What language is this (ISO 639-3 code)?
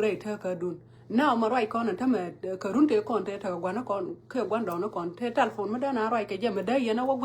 nus